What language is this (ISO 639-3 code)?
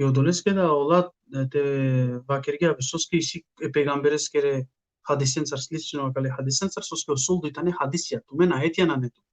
rmn